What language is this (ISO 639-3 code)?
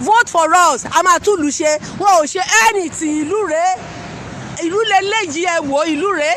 yor